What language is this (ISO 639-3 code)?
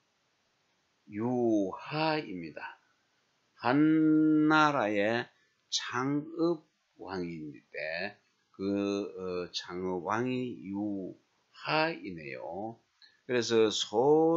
kor